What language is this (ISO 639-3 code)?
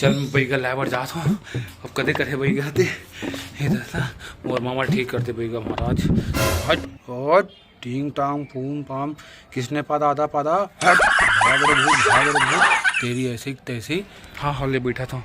hne